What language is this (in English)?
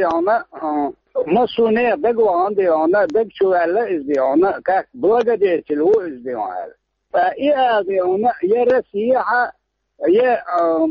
Chechen